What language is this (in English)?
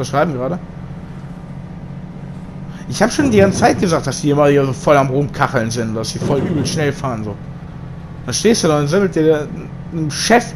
German